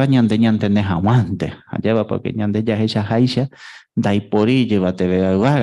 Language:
Guarani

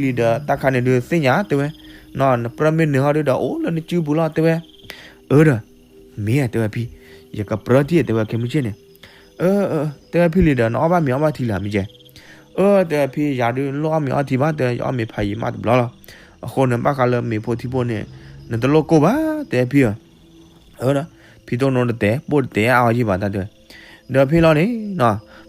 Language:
S'gaw Karen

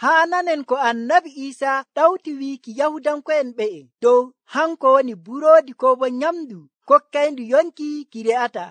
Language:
Nigerian Fulfulde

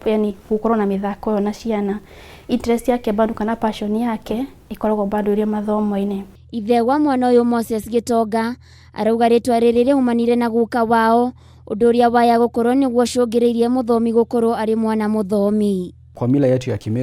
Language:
Kikuyu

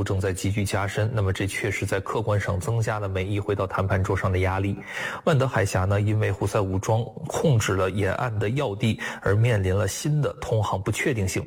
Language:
Chinese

